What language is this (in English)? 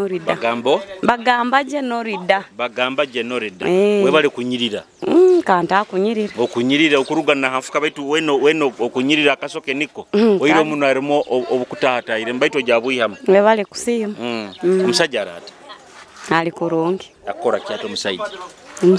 Nyoro